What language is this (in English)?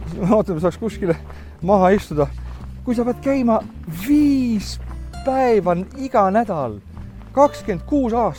Estonian